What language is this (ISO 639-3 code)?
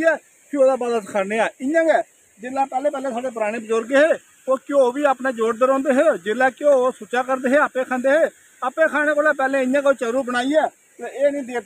doi